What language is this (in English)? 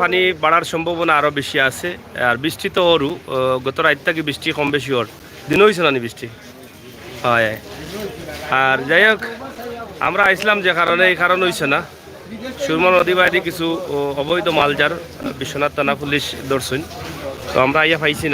Sylheti